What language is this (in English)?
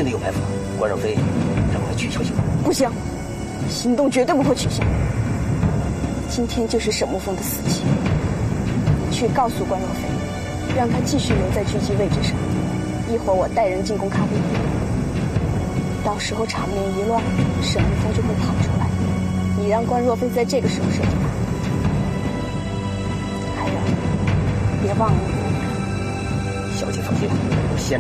Chinese